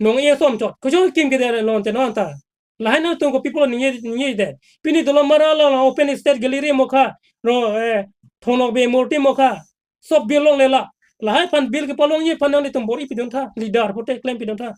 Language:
Karbi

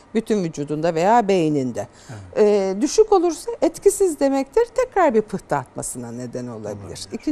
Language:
Turkish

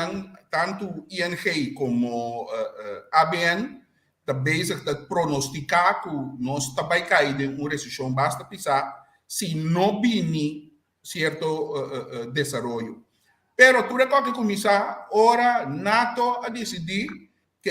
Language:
Papiamento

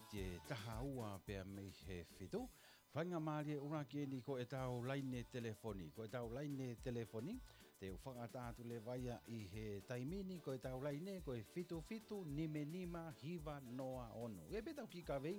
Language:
Tongan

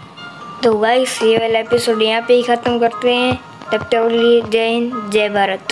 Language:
Hindi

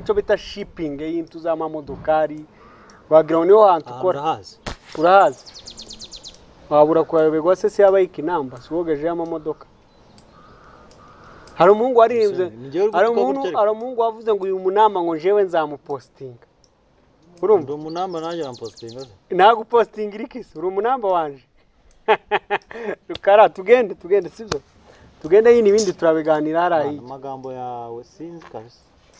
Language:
Kinyarwanda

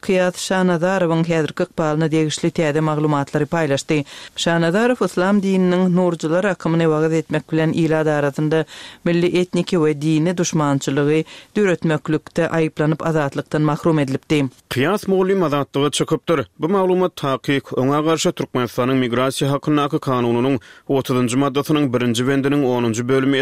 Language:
Turkmen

